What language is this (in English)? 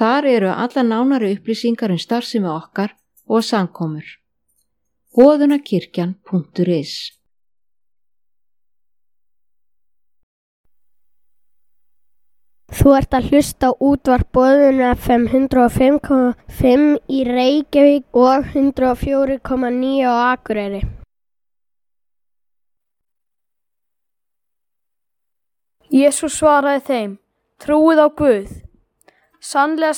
Icelandic